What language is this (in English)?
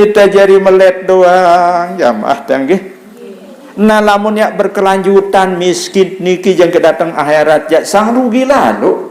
Sasak